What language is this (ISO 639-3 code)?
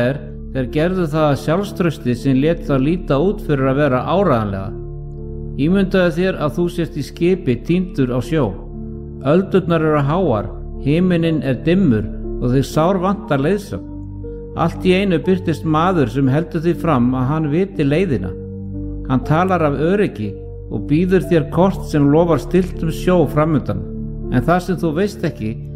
isl